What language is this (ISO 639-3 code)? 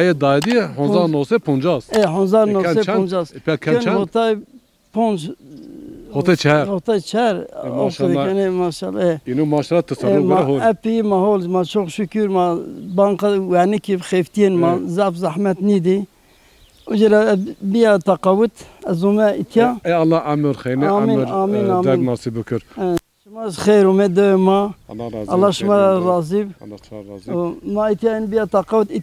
zza